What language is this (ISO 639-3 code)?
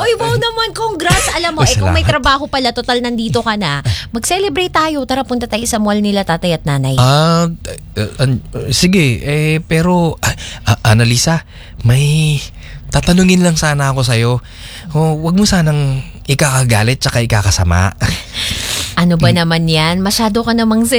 fil